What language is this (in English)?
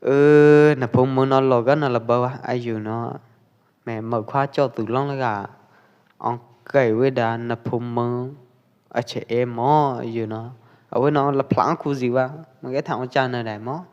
Pwo Eastern Karen